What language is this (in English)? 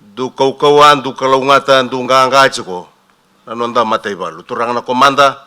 Fijian